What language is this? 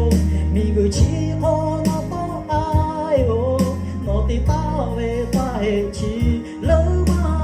Lahu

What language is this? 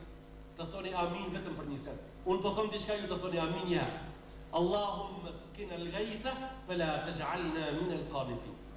Albanian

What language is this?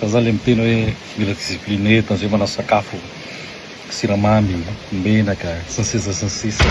Malagasy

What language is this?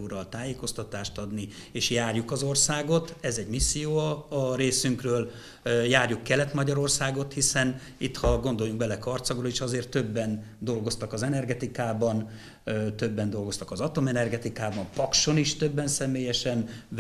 Hungarian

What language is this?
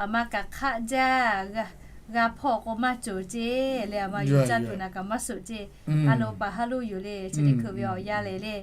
Lahu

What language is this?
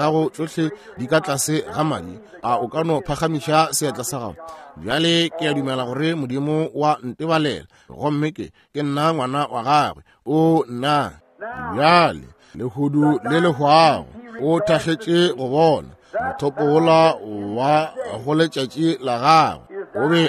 Northern Sotho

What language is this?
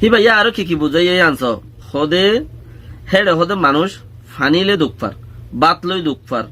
Rohingya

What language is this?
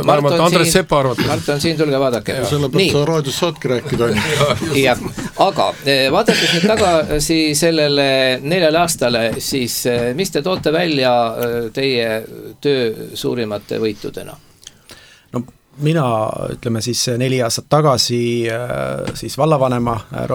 Estonian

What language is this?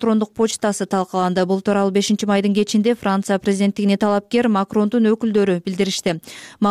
Kyrgyz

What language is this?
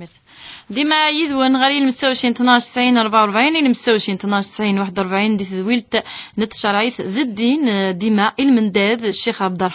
Kabyle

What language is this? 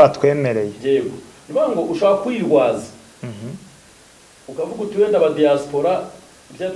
Kinyarwanda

